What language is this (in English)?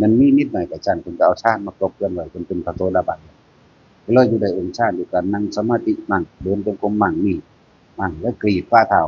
Northeastern Thai